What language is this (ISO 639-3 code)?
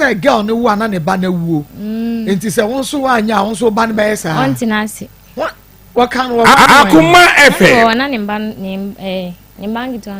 aka